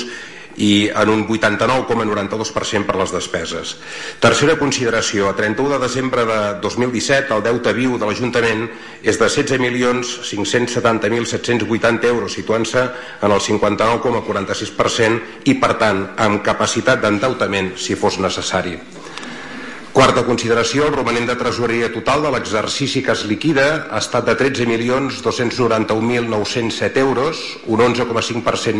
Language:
Catalan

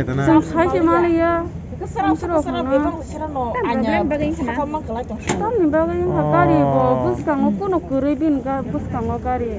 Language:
Kok Borok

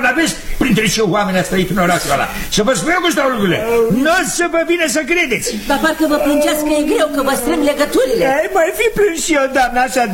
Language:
Romanian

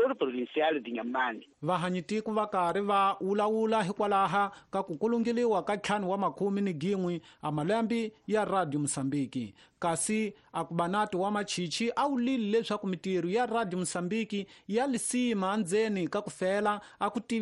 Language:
Tsonga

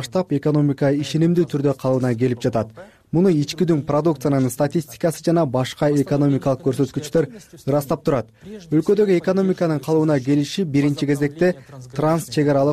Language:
Kyrgyz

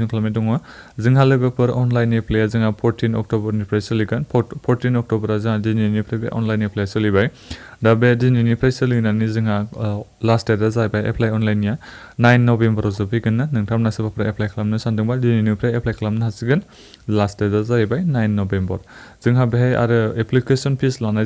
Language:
Bodo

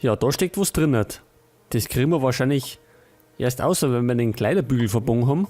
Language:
Bavarian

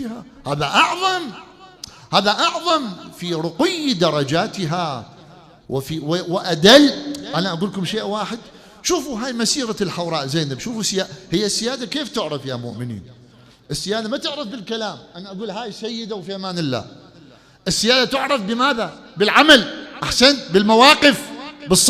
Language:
Mesopotamian Arabic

